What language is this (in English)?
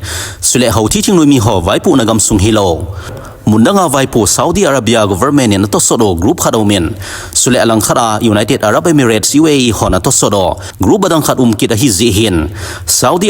Thado Chin